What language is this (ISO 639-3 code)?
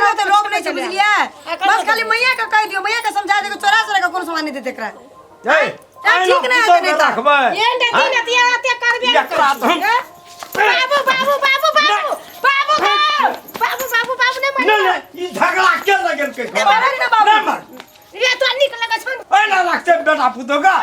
mai